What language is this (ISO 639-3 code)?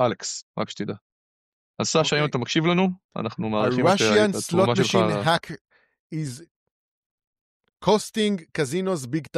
heb